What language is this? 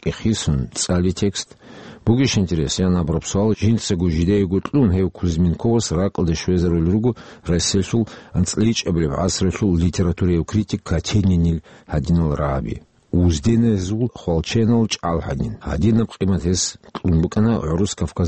Avaric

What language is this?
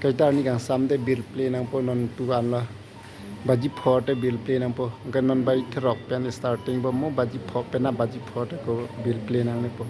Karbi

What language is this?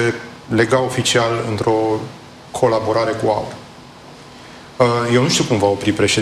Romanian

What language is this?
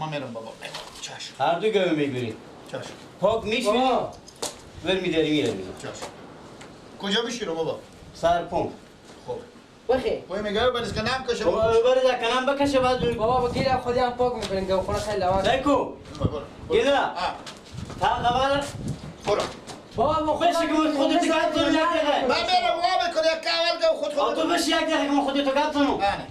Persian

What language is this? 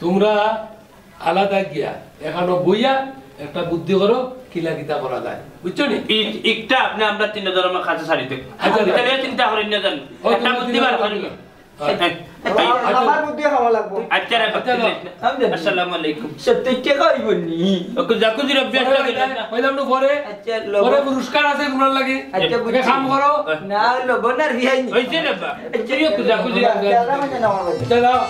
Sylheti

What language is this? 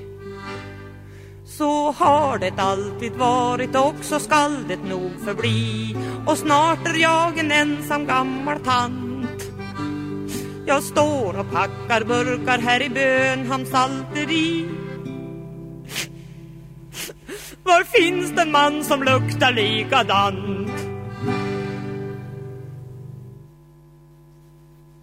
Swedish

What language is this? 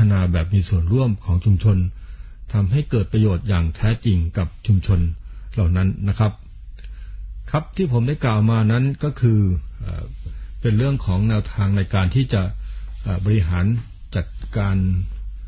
Thai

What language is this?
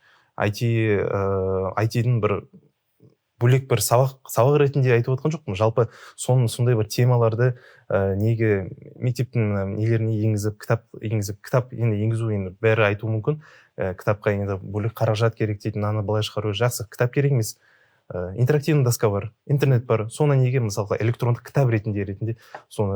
Kazakh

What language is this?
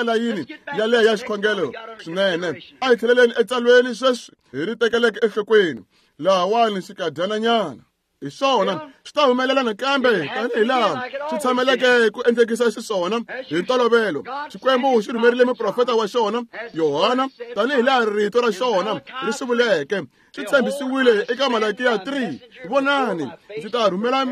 Tsonga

